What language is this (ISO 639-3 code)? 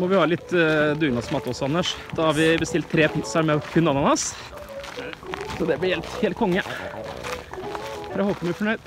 nor